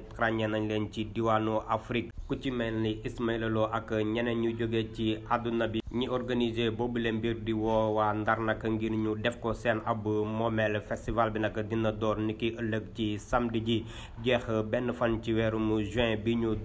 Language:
Wolof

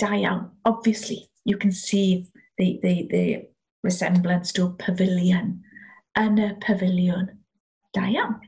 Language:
Welsh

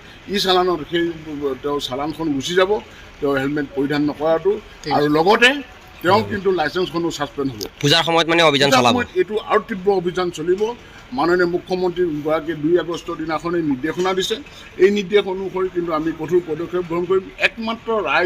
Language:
Assamese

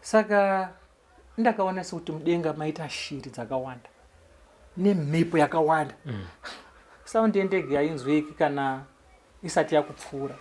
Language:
Shona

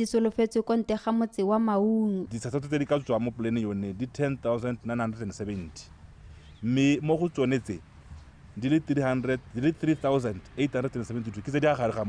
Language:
Tswana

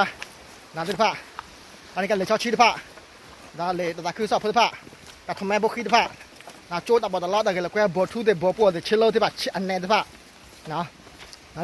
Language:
S'gaw Karen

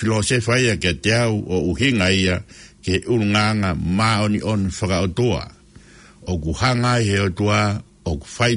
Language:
Tongan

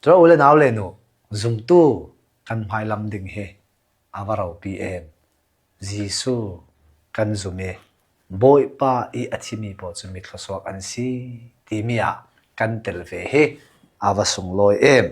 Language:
Hakha Chin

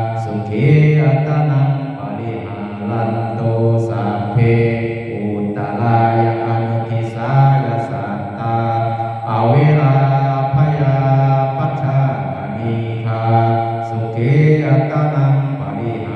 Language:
Pali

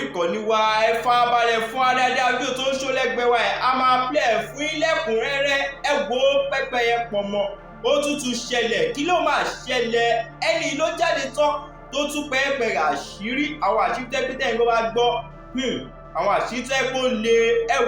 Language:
Yoruba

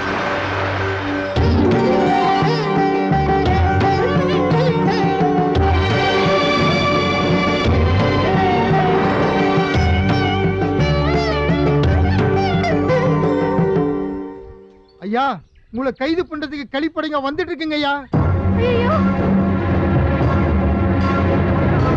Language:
Tamil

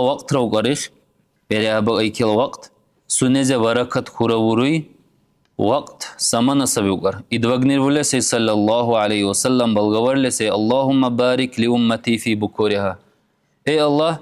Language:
Dargwa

